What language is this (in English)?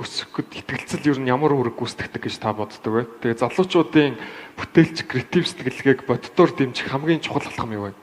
Mongolian